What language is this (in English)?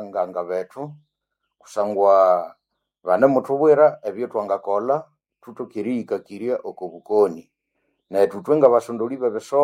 Nande